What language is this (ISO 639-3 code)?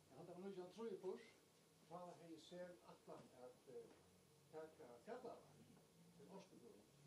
fao